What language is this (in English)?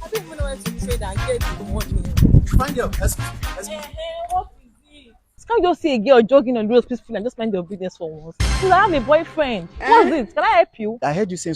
Nigerian Pidgin